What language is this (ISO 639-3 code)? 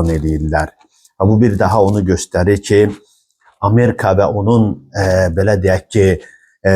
aze